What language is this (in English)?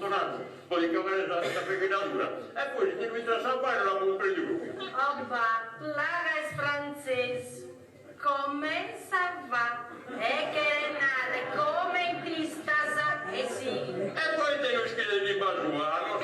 Sardinian